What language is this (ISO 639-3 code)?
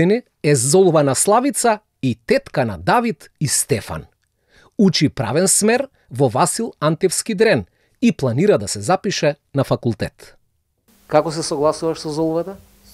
mkd